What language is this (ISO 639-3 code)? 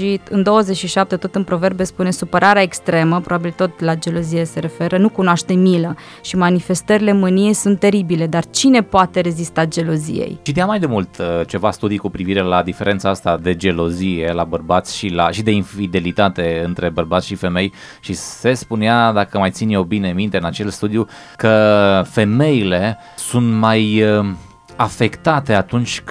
ron